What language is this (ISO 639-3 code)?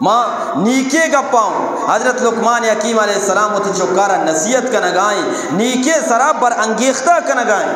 bgp